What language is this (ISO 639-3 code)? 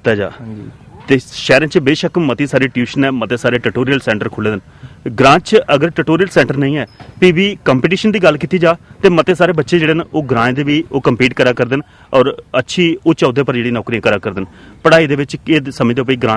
doi